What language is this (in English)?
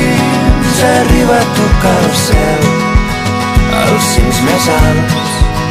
Catalan